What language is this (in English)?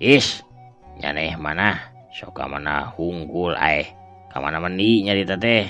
Sundanese